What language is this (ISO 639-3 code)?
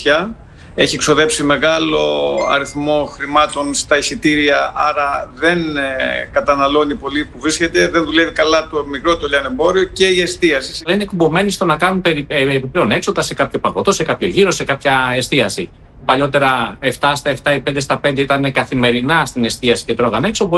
ell